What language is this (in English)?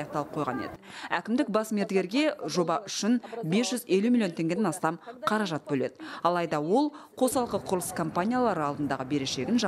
Kazakh